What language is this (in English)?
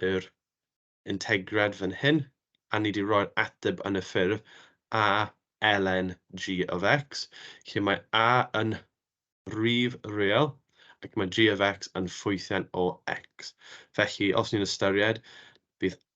Welsh